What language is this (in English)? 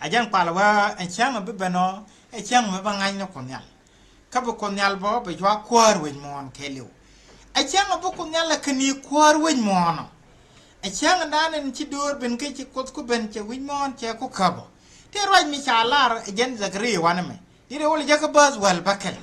Nuer